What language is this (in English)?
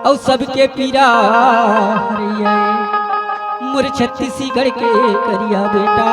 Chhattisgarhi